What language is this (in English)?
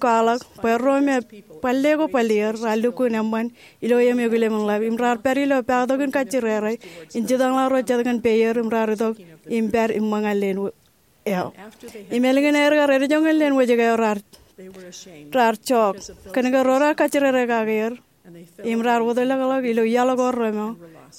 Marshallese